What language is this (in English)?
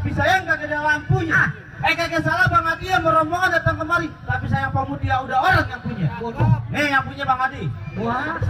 Betawi